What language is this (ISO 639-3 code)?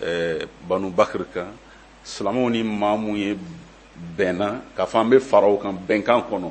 bam